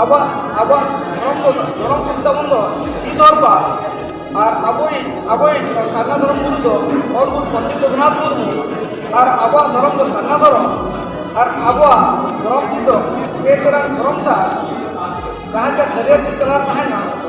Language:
Santali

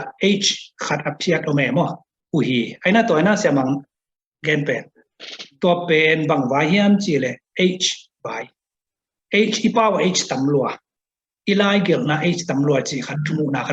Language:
Tedim Chin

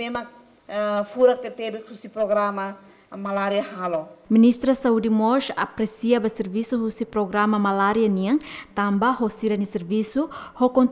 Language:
Tetum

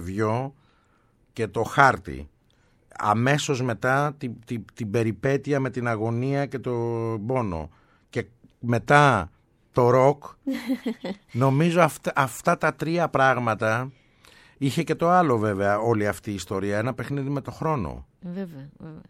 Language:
Greek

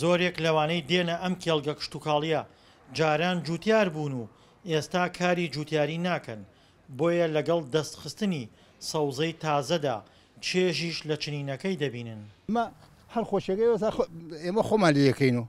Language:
Central Kurdish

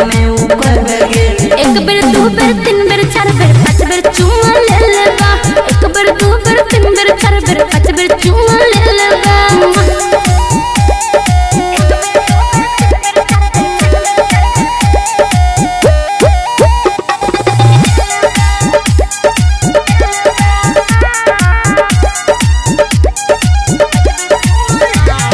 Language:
Bhojpuri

